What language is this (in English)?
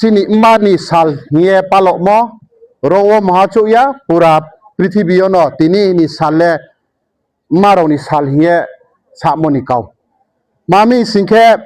Riang (India)